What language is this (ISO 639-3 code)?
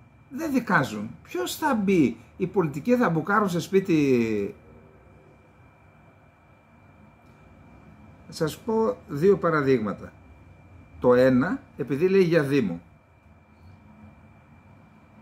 ell